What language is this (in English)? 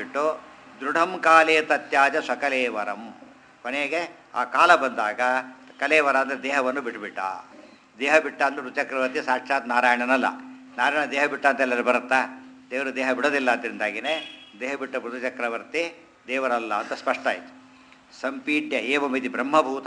Kannada